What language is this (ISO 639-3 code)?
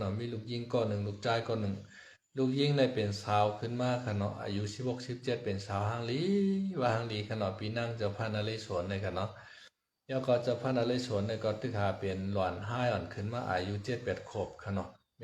shn